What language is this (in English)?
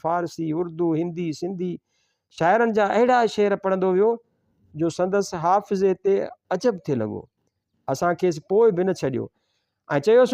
Sindhi